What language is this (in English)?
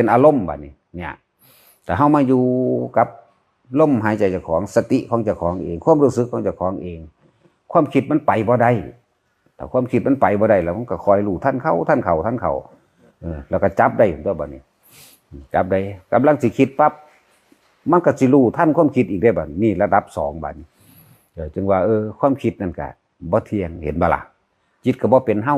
Northeastern Thai